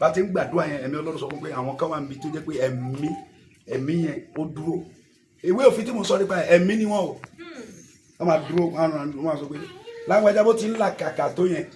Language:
Yoruba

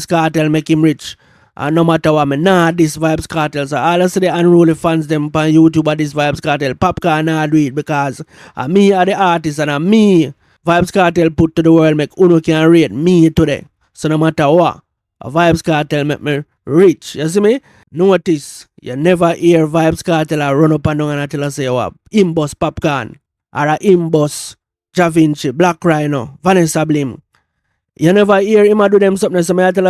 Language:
Jamaican Creole English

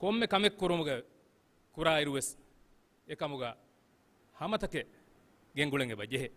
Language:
Divehi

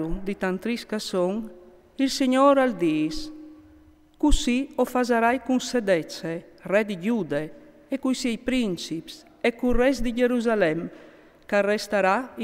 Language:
Friulian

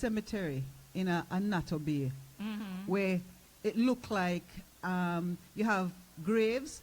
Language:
Jamaican Creole English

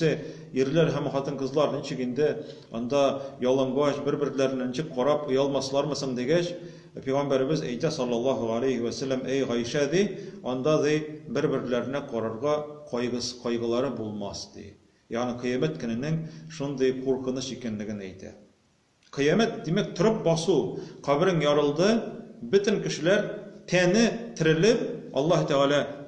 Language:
Tatar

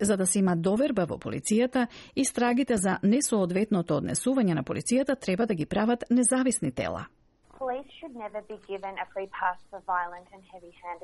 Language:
Macedonian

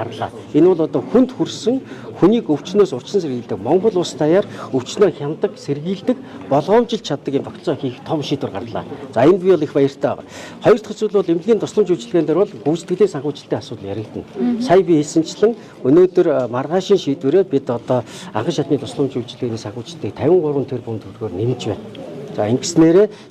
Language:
Mongolian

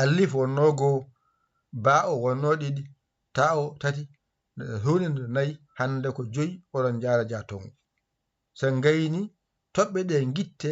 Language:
Fula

